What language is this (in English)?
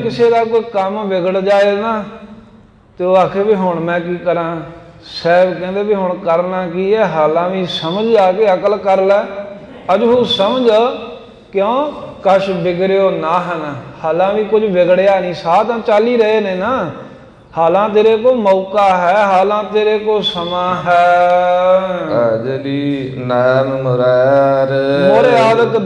Punjabi